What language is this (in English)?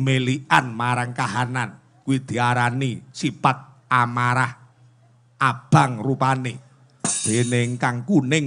Javanese